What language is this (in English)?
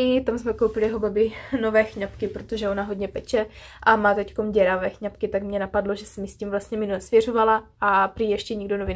Czech